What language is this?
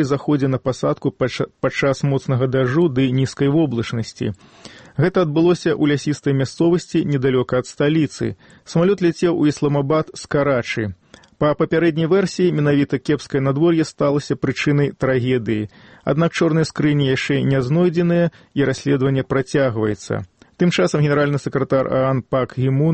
Belarusian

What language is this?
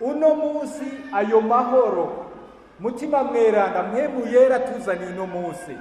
Rundi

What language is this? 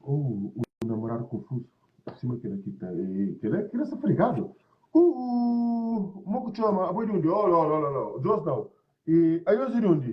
Kabuverdianu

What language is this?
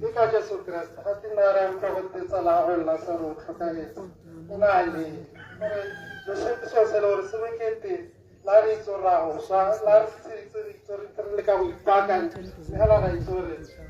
Tswana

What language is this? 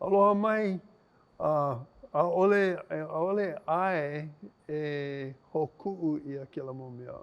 Hawaiian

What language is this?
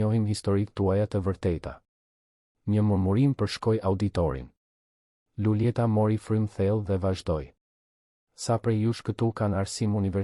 Albanian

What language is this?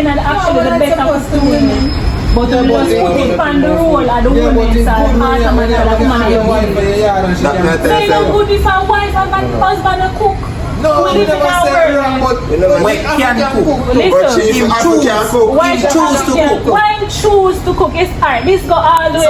Jamaican Creole English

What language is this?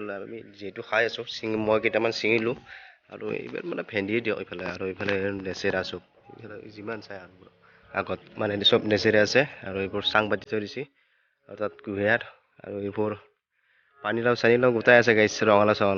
Assamese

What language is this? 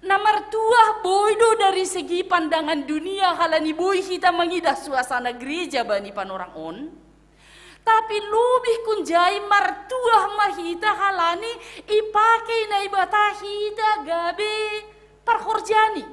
Batak Simalungun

